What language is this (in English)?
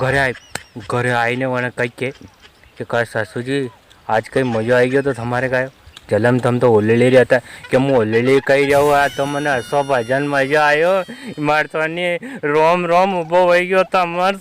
Rajasthani